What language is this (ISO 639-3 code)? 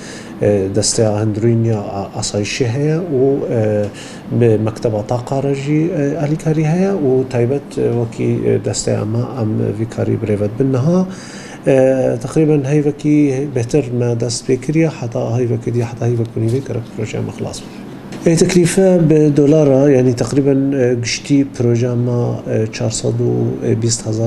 kur